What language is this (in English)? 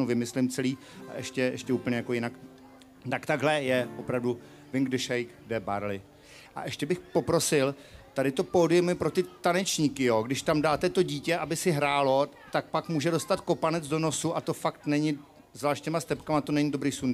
Czech